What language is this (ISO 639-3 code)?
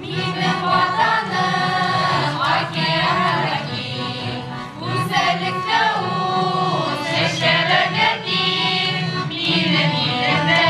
bak